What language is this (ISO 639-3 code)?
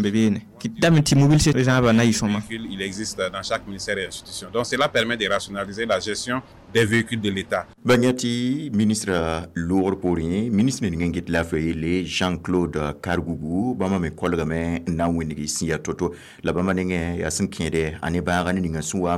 mos